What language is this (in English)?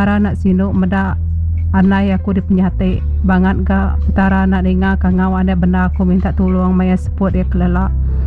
Iban